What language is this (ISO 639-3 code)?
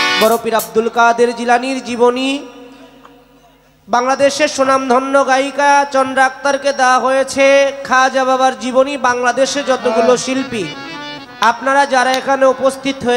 ben